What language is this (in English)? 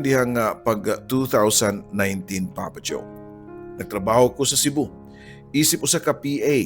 Cebuano